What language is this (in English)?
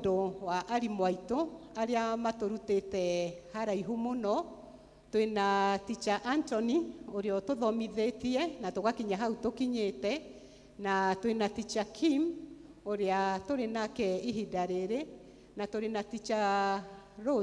Kikuyu